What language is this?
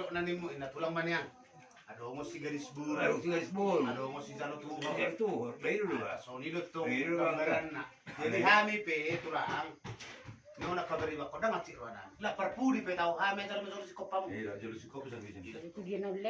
Batak Toba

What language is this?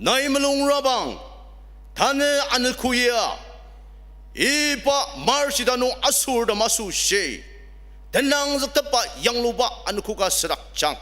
Ao Naga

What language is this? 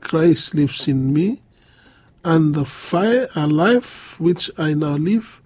Bislama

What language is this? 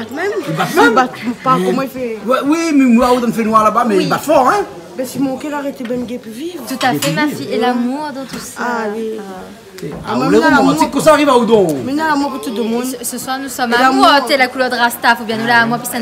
Réunion Creole French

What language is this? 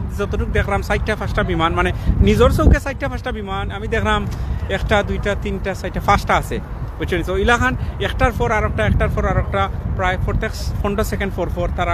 Sylheti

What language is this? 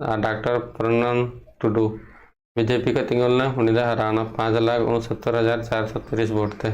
Santali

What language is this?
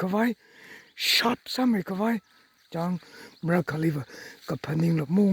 Tangkhul Naga (India)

